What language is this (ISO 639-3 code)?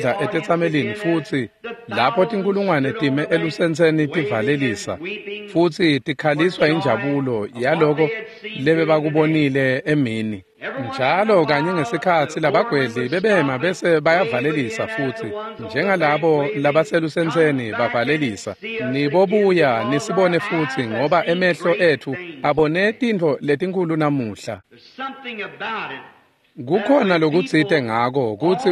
ssw